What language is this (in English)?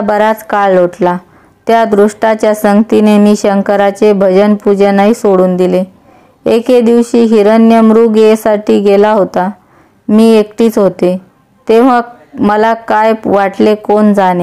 Marathi